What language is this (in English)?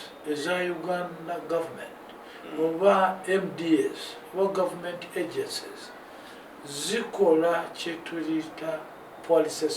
Ganda